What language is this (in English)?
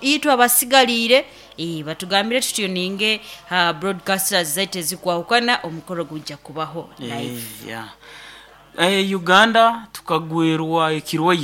Nyoro